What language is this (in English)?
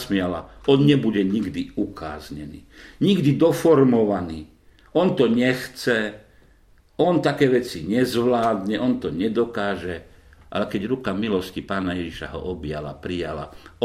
Slovak